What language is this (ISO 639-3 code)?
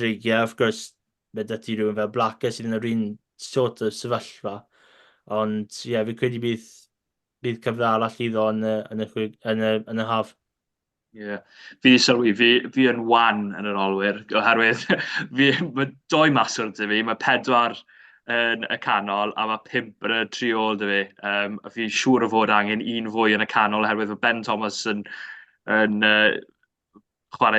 cym